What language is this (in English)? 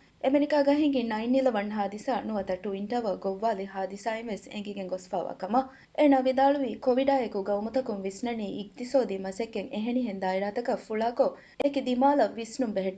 Divehi